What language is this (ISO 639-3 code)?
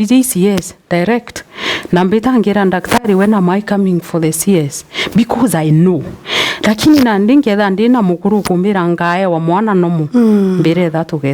mer